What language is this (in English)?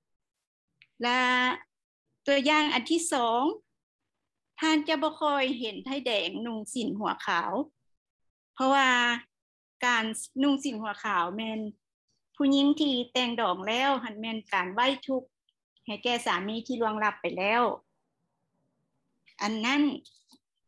Lao